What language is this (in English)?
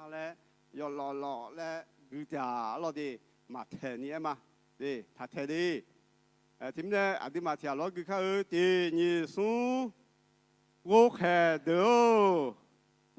Akha